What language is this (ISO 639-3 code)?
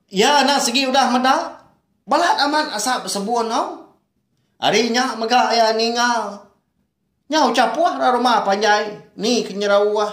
iba